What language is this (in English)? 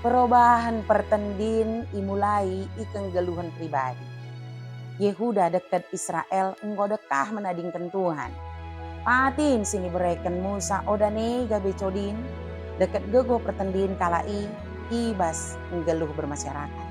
Batak Dairi